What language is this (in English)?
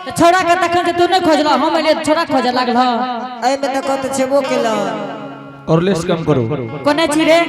Angika